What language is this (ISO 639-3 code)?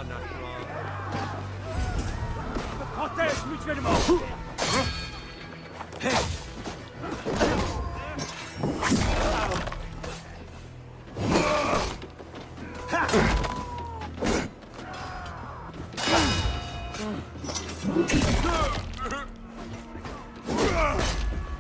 fra